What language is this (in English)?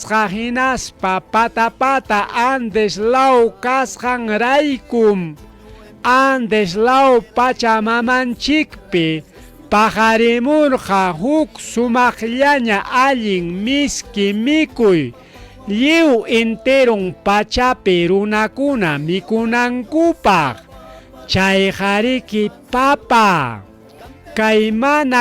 Ayacucho Quechua